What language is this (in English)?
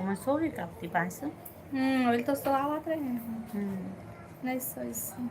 Chhattisgarhi